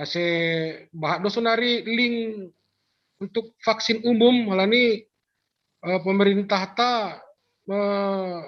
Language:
Batak Simalungun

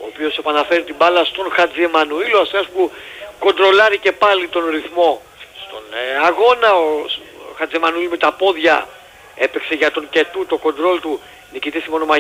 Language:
Greek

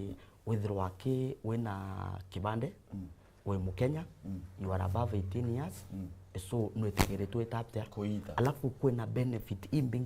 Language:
Meru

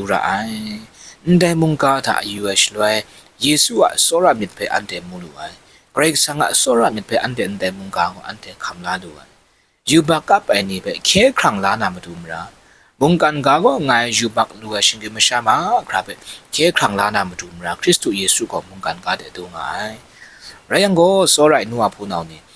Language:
Kachin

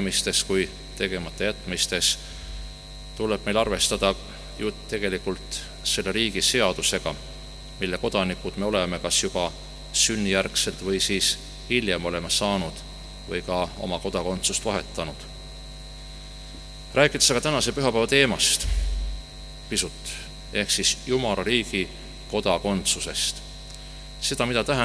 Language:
Estonian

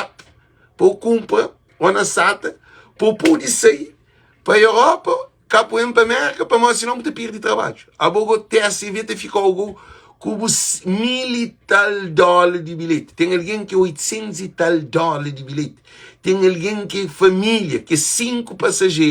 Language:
Kabuverdianu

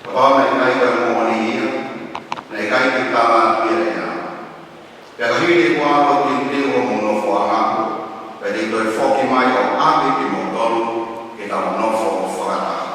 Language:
Tongan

